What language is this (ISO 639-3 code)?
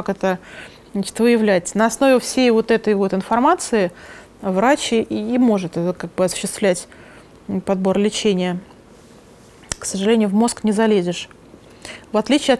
rus